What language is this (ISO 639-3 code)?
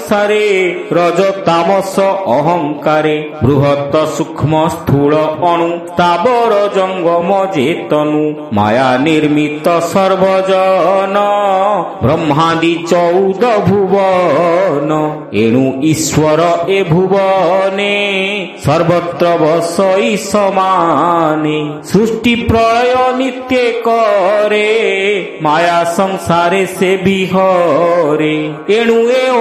ori